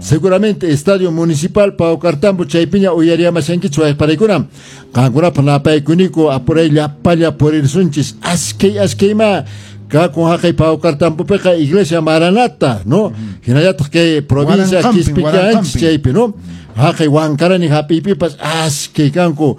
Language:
Quechua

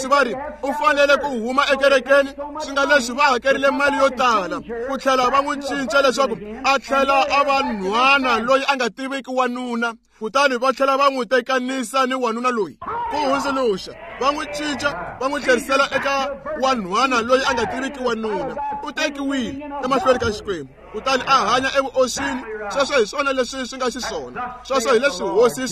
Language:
Tsonga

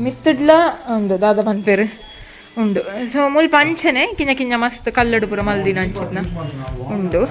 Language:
Tulu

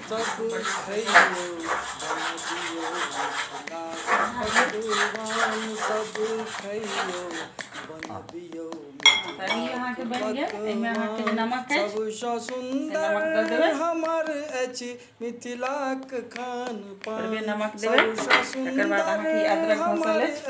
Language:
Maithili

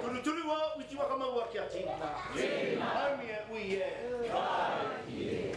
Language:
Māori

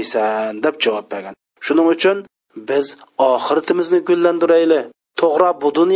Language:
Uyghur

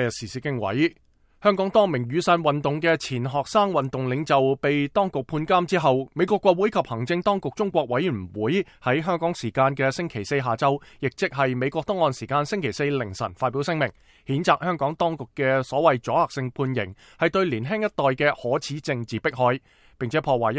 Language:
Cantonese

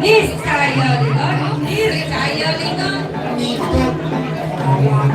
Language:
Balinese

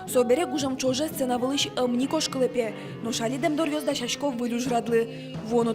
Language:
Udmurt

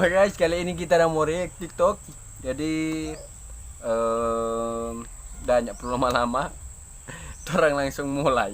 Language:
Manado Malay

